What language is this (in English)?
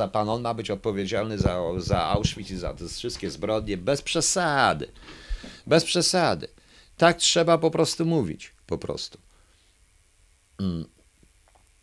Polish